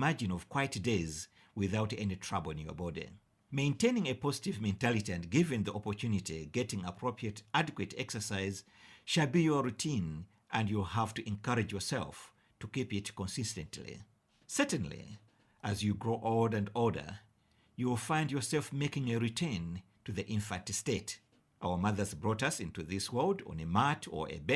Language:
English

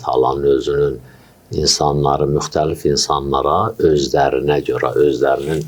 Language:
Azerbaijani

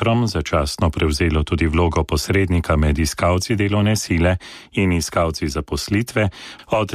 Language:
Slovenian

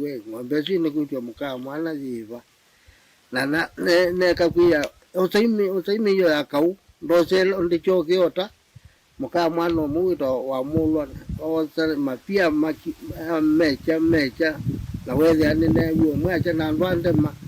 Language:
Kamba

